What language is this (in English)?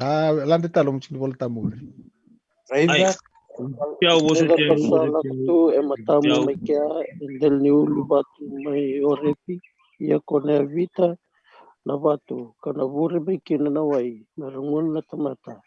Fijian